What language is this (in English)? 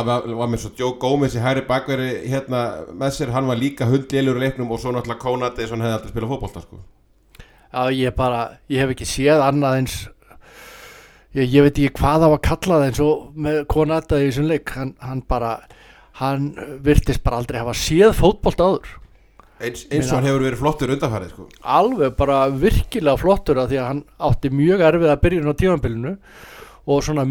Icelandic